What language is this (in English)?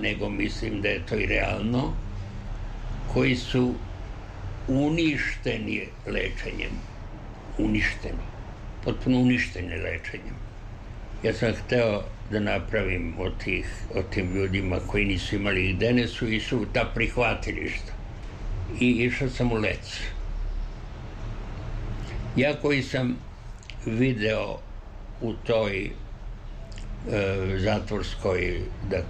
Serbian